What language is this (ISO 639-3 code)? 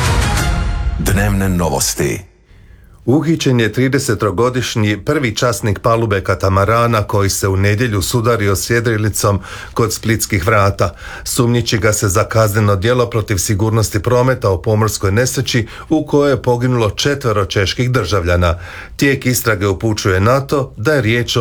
hrv